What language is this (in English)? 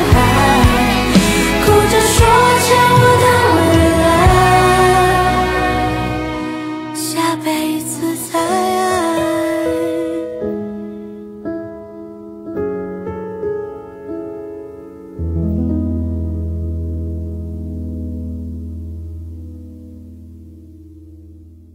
Chinese